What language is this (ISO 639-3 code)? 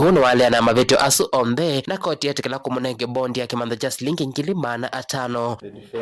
kam